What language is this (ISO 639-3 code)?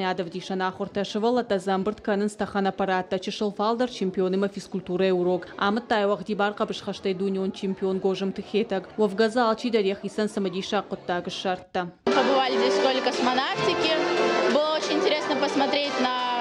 oss